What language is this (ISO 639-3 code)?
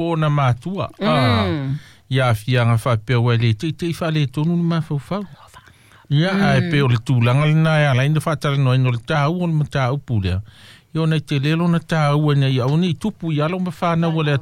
smo